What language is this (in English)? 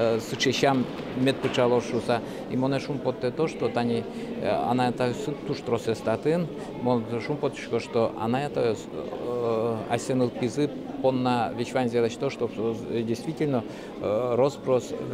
Udmurt